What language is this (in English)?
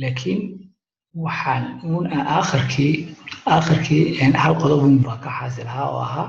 Somali